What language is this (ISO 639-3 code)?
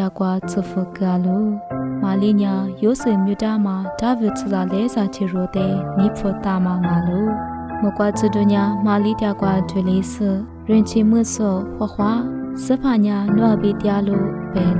lis